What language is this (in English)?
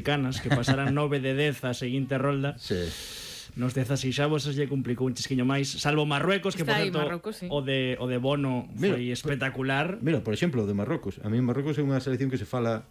Galician